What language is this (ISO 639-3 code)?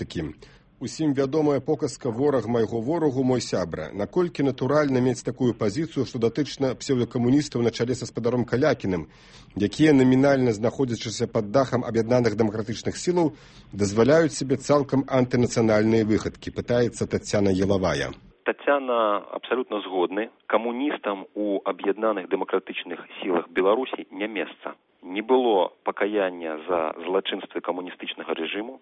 bel